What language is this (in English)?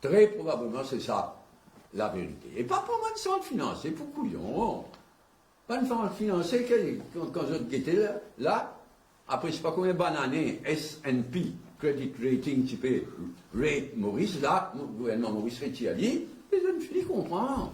Morisyen